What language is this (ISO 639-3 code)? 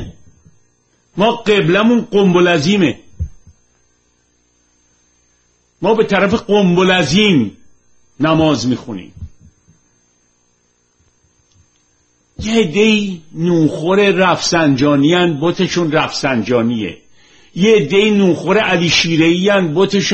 fas